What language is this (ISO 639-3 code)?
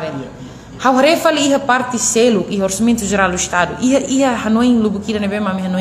tet